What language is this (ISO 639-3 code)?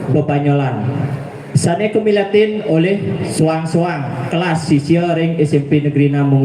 ban